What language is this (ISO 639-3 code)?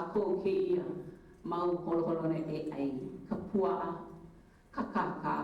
haw